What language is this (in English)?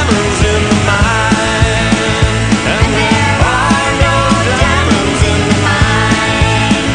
Basque